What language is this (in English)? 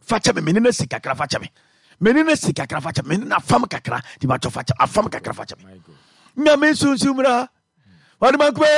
Akan